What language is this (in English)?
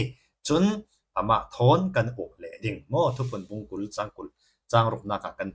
Falam Chin